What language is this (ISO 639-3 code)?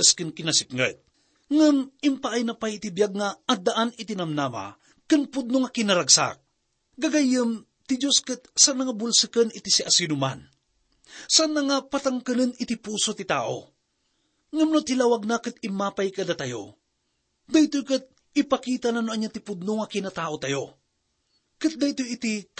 ilo